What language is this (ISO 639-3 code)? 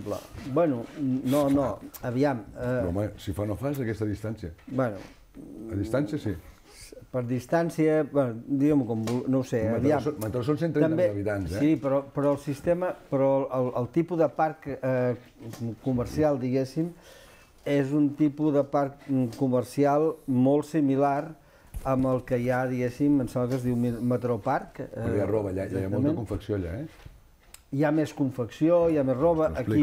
cat